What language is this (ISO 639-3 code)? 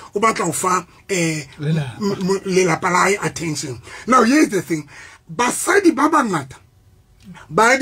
sot